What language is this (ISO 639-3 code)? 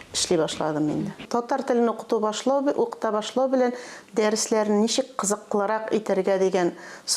tat